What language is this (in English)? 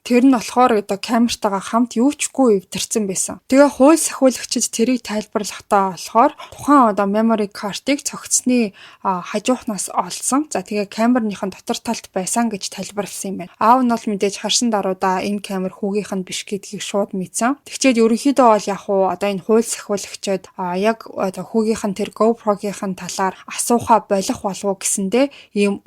Mongolian